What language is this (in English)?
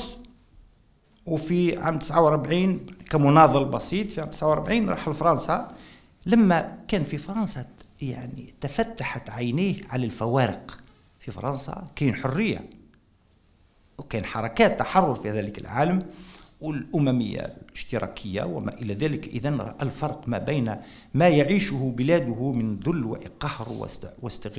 Algerian Arabic